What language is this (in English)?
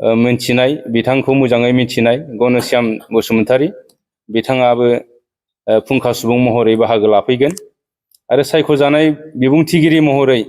Bodo